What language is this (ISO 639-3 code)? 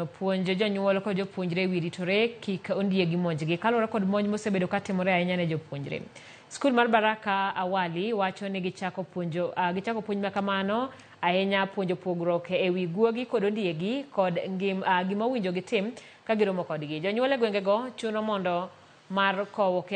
luo